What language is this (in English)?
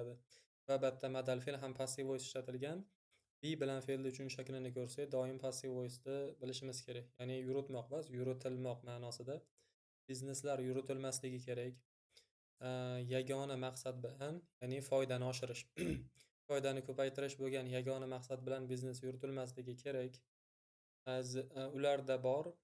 Uzbek